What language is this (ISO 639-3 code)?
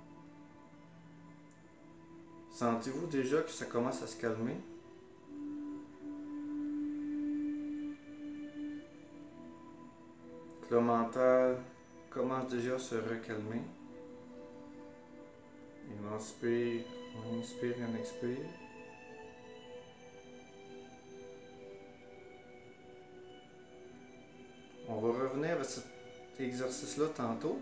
fra